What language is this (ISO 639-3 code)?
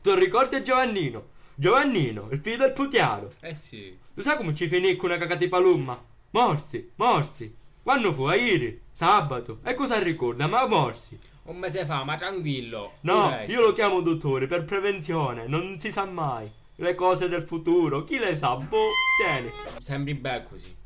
scn